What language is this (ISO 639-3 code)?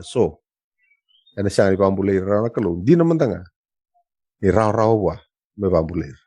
fij